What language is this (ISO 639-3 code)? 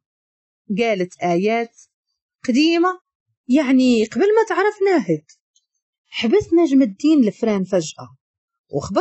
ary